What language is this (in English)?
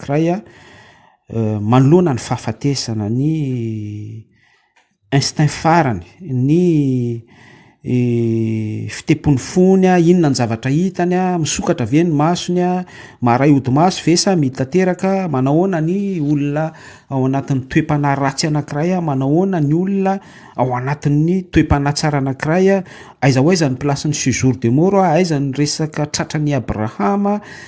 Malagasy